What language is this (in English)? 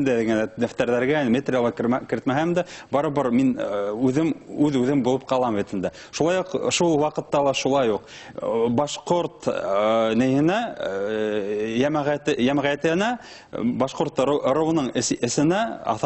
Bashkir